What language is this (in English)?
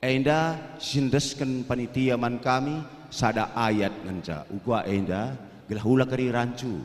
Batak Karo